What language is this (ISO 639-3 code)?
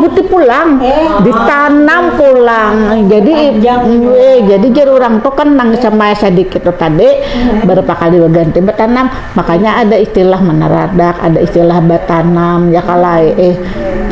bjn